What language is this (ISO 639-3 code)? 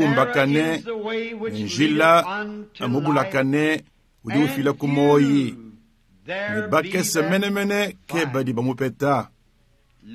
lua